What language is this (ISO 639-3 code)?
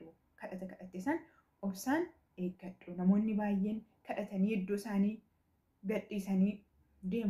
orm